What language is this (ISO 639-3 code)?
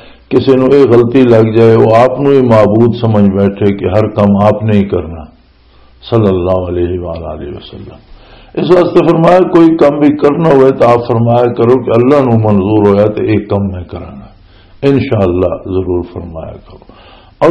lah